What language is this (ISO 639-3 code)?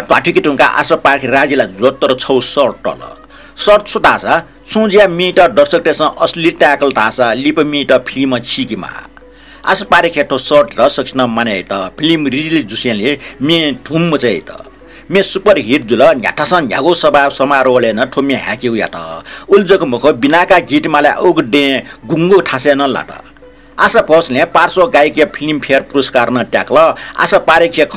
new